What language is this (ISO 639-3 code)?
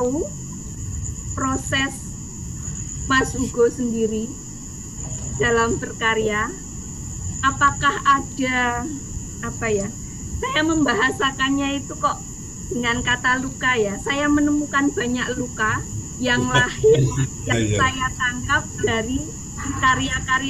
ind